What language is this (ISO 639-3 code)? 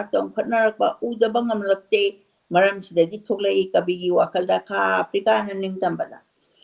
mni